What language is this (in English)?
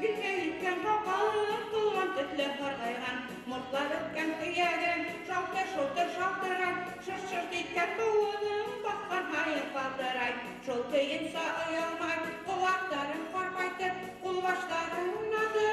Bashkir